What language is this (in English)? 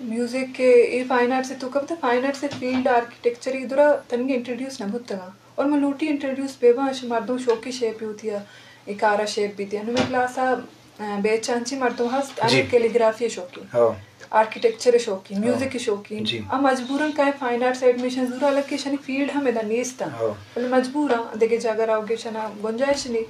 Eastern Balochi